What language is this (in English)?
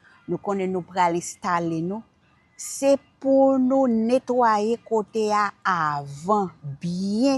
Haitian Creole